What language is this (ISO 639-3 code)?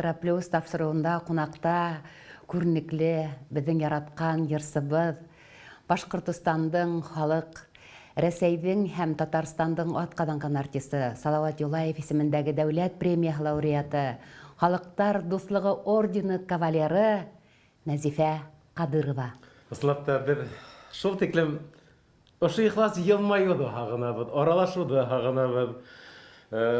bak